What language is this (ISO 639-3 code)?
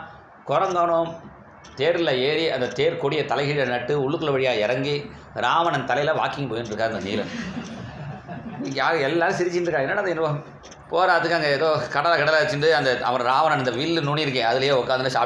tam